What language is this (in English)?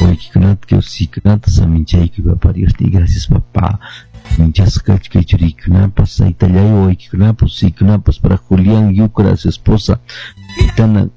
Quechua